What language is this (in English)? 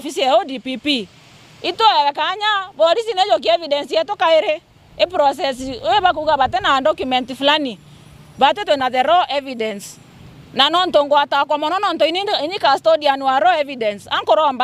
Meru